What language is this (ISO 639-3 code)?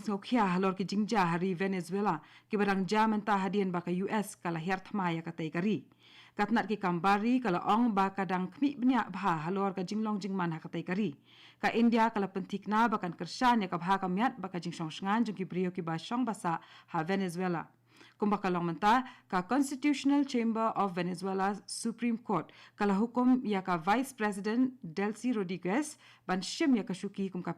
kha